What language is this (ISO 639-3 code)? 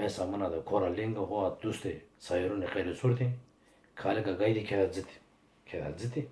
zza